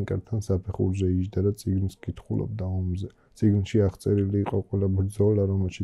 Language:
Georgian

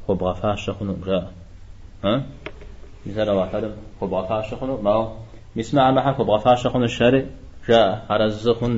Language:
Kabardian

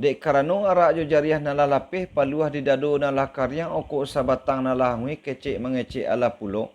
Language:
Minangkabau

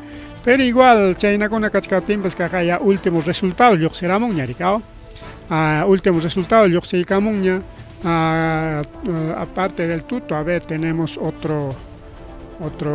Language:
Ayacucho Quechua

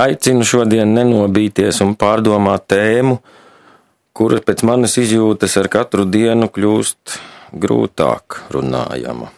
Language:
Latvian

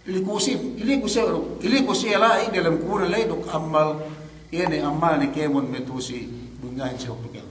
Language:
Yakan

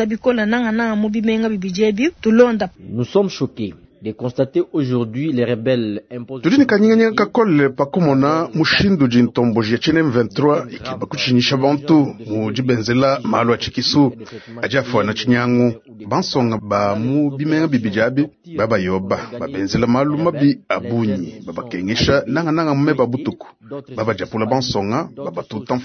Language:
Luba-Lulua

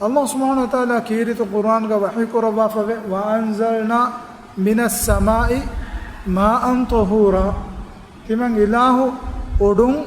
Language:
Divehi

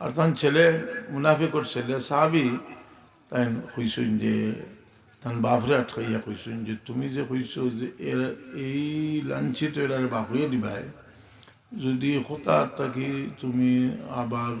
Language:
Sylheti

